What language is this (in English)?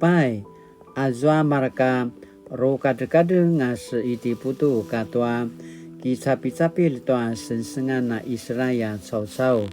Paiwan